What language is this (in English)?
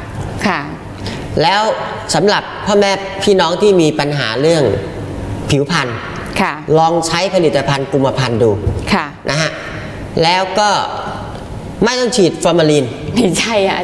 Thai